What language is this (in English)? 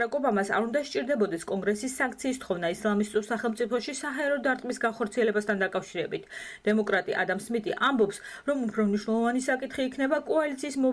Georgian